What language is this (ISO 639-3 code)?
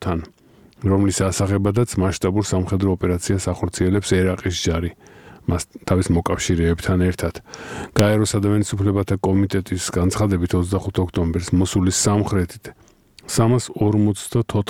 kat